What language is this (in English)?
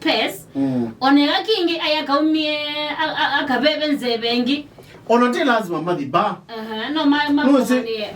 Kamba